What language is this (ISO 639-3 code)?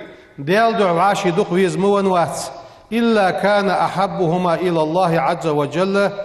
inh